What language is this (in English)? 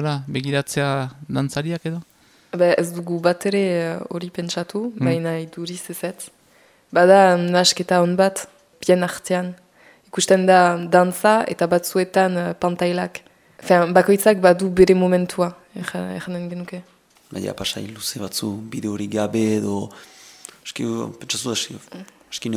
Basque